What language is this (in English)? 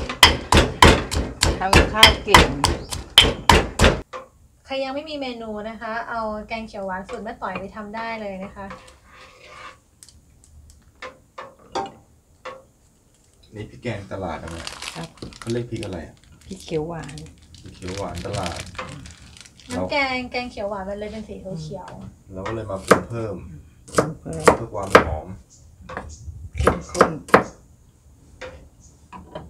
Thai